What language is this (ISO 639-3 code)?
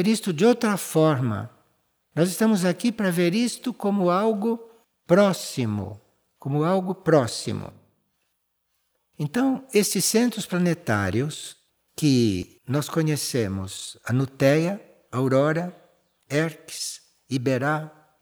por